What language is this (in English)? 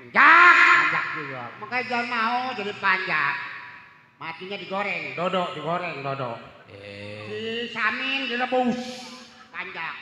Betawi